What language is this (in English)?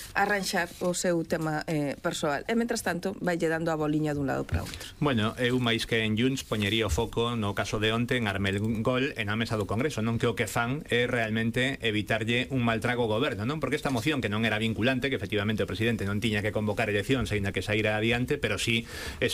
Galician